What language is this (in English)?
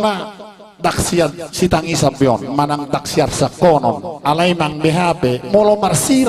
Batak Toba